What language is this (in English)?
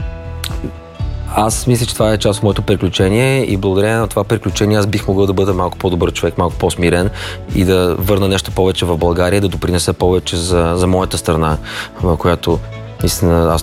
Bulgarian